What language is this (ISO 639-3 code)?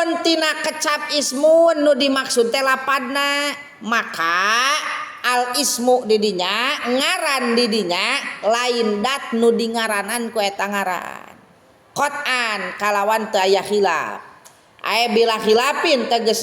sun